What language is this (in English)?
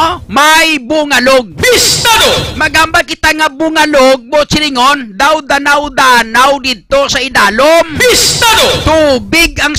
Hiligaynon